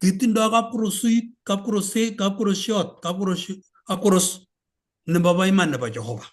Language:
Kalenjin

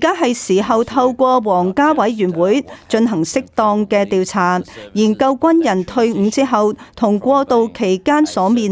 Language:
Cantonese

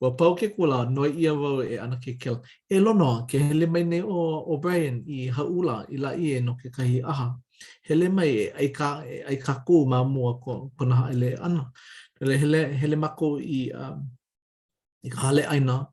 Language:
Hawaiian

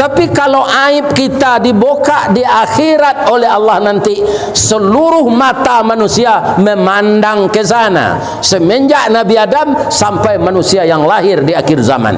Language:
Minangkabau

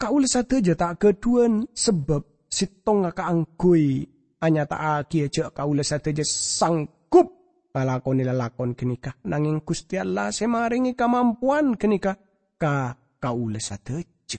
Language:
Madurese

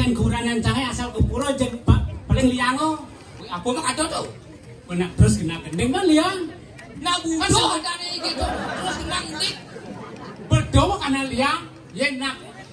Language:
Balinese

